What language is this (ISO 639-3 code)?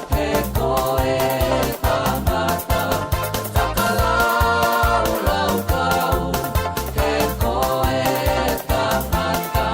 ton